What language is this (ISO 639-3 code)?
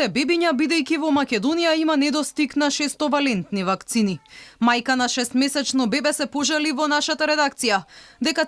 mkd